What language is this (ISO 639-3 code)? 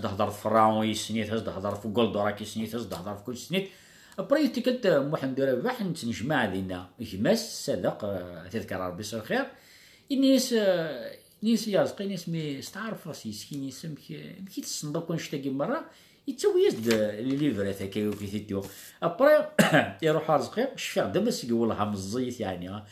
kab